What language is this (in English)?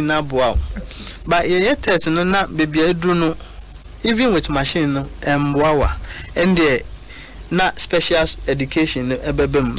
Akan